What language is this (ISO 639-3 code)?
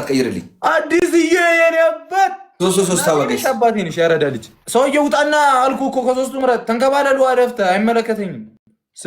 amh